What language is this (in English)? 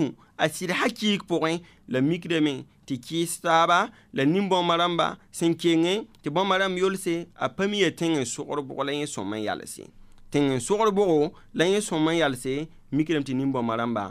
Mossi